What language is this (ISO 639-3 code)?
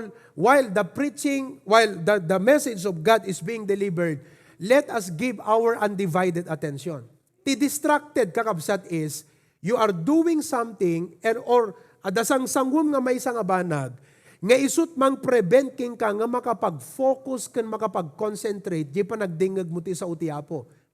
ilo